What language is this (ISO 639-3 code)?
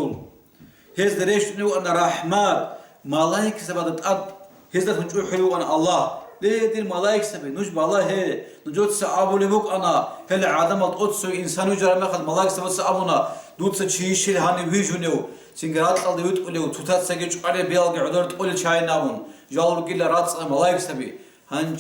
ava